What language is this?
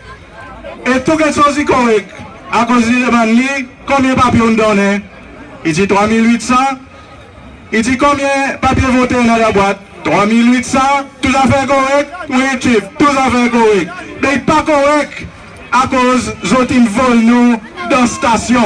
Seselwa Creole French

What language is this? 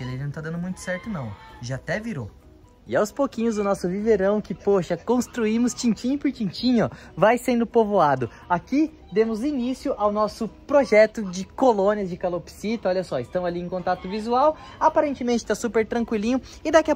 Portuguese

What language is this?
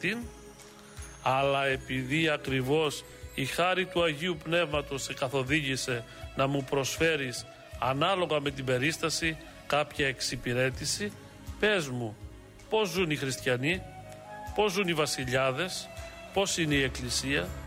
Greek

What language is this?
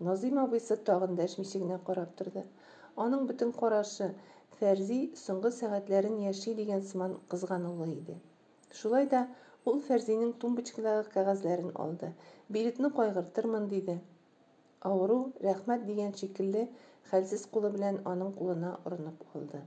Tatar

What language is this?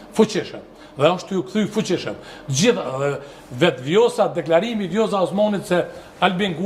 Albanian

